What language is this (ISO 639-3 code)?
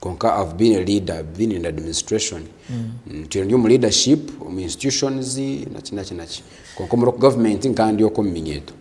nyn